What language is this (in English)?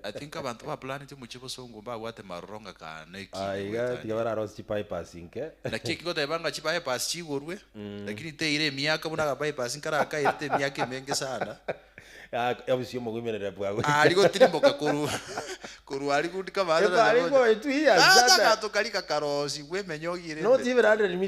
Gusii